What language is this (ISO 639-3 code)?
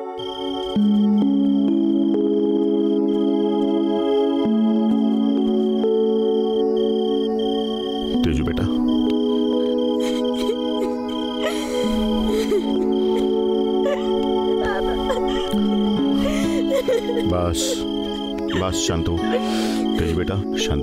mar